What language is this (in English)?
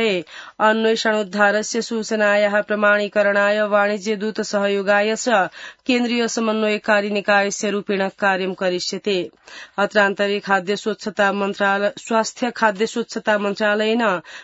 Sanskrit